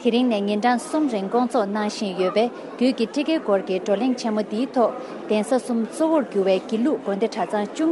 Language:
Tibetan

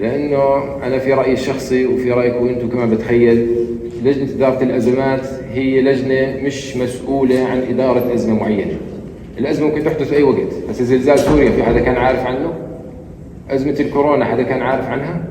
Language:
North Levantine Arabic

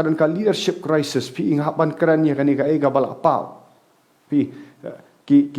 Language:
Khasi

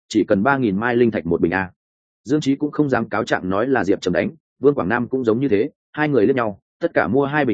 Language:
Vietnamese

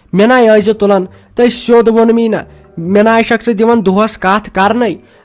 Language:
Kashmiri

